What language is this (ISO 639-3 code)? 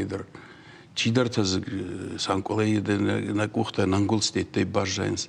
oss